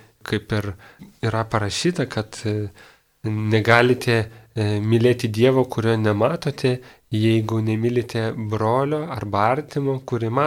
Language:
Lithuanian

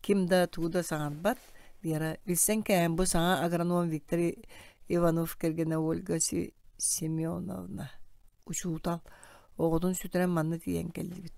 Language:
Yakut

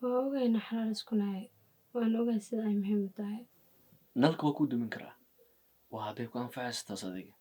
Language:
Somali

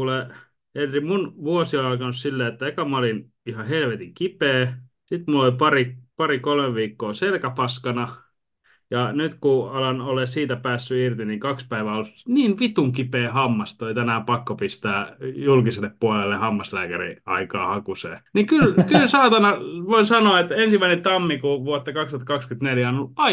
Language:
Finnish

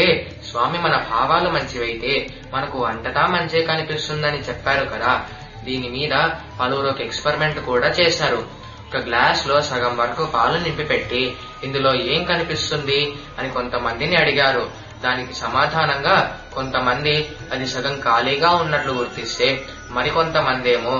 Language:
Telugu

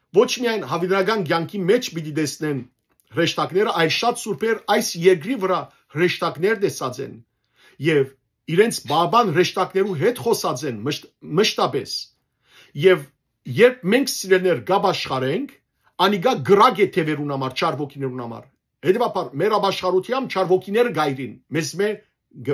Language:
Western Armenian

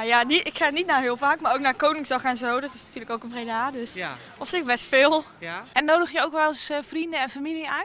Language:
Dutch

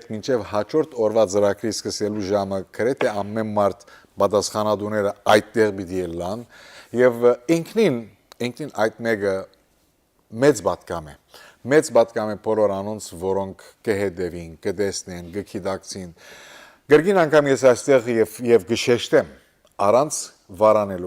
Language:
Western Armenian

